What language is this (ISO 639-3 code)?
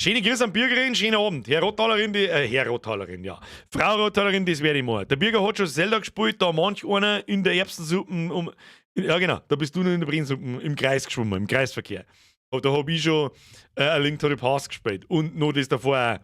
bar